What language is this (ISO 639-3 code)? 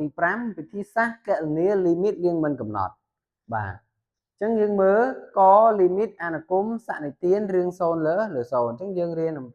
khm